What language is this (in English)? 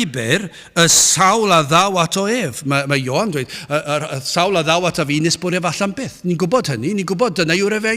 Welsh